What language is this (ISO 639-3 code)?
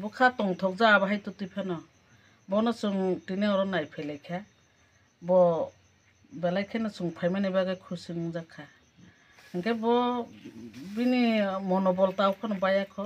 trp